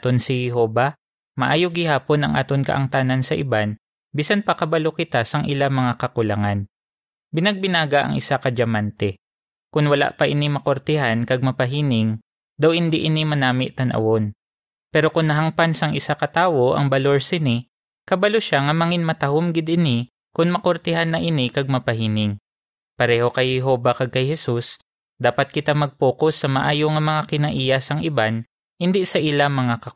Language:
Hiligaynon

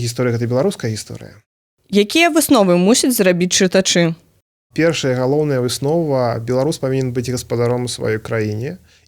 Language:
Belarusian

